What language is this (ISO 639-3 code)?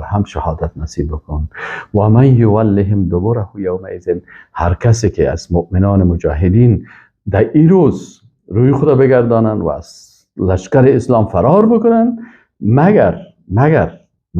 fas